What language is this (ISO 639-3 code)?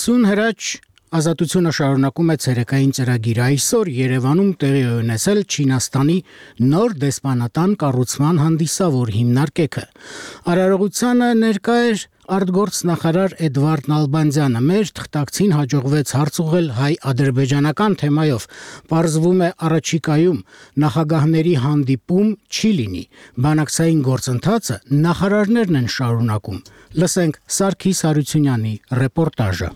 hye